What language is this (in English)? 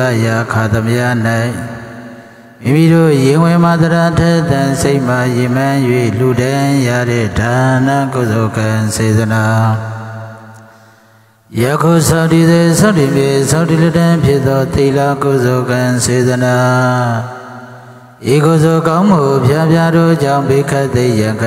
Burmese